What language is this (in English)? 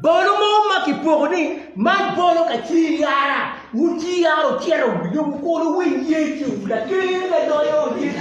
Acoli